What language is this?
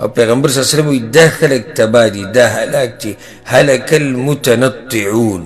Pashto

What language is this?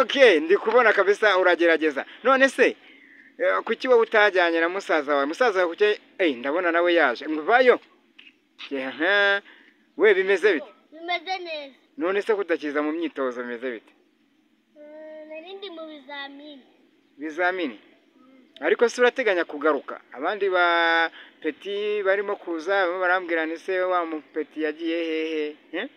Kinyarwanda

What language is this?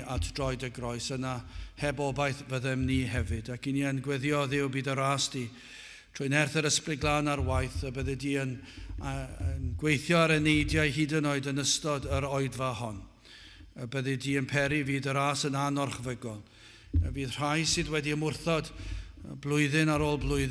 Welsh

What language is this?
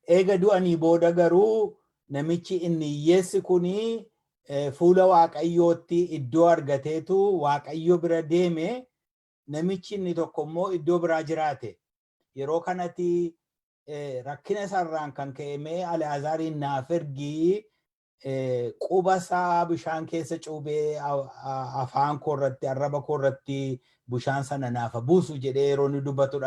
Oromo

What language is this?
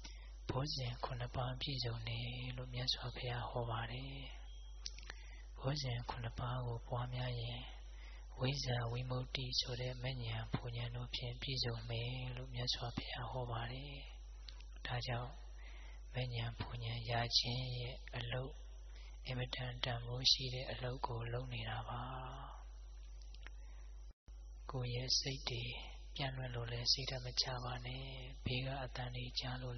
Burmese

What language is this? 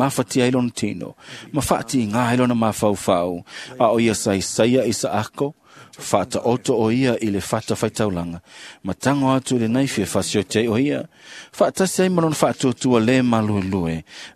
Samoan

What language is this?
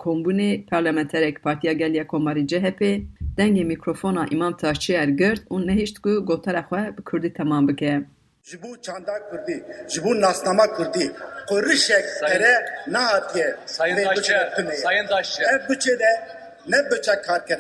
Kurdish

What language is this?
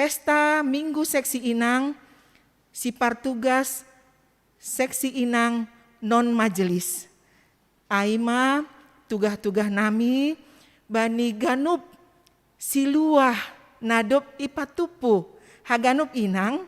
Batak Simalungun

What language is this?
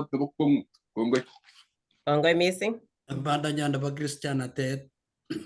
Kalenjin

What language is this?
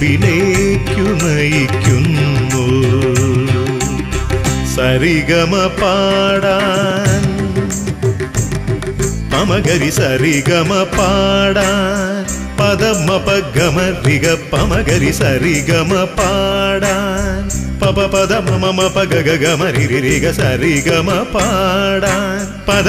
Malayalam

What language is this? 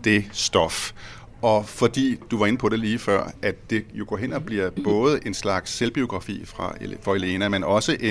Danish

